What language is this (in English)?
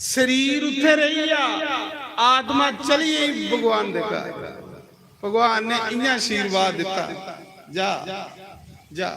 Dogri